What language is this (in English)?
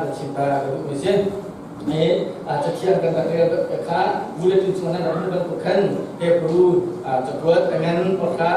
Hakha Chin